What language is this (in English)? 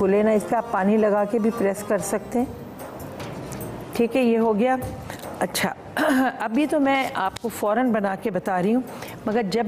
Hindi